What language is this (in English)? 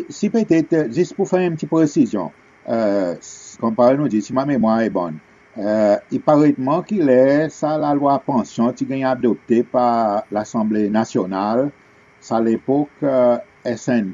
Seselwa Creole French